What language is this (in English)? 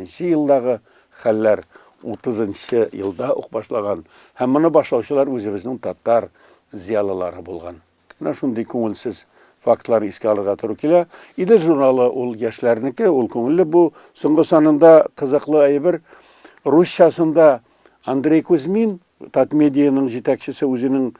Tatar